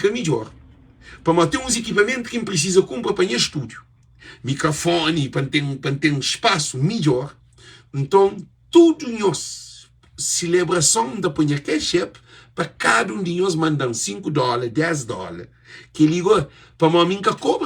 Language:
Kabuverdianu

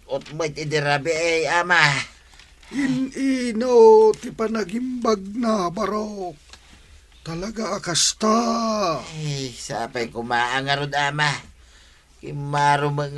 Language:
Iloko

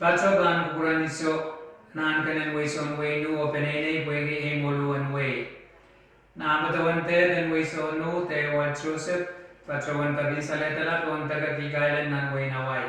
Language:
Pohnpeian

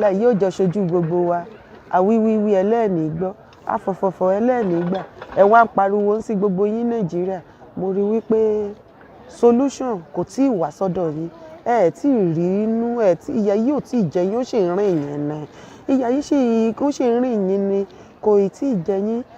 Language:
Yoruba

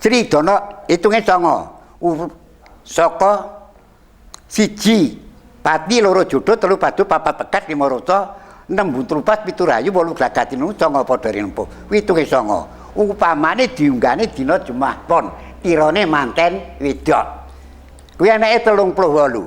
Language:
Javanese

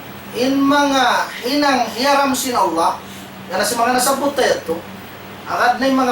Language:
Tausug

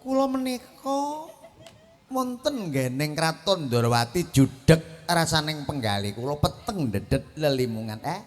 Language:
Javanese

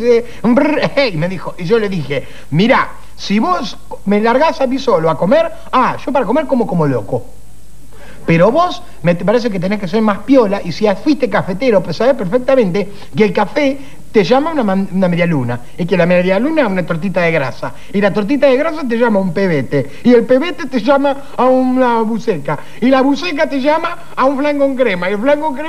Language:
Spanish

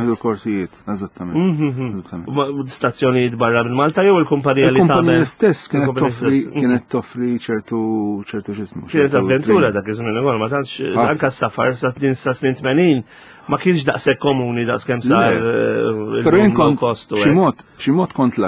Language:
Maltese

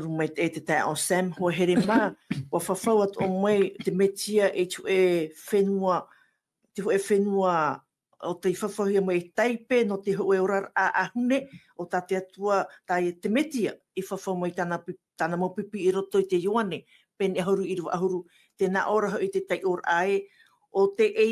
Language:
Tahitian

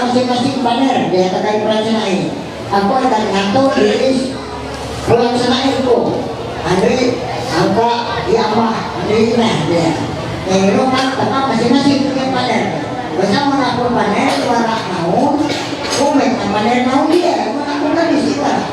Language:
Ma'anyan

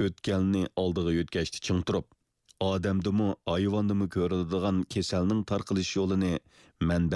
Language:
Uyghur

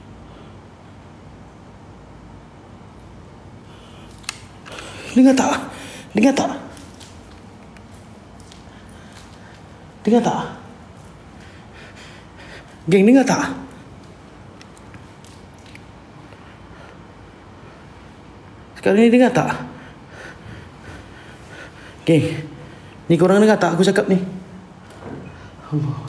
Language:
Malay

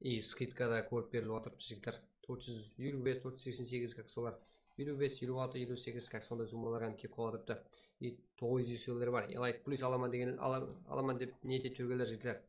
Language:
Kara-Kalpak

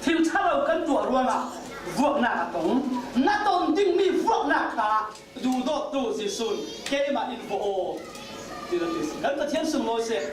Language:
Falam Chin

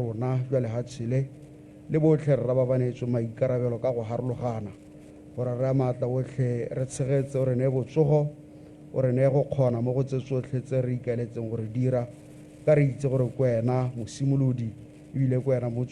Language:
Tswana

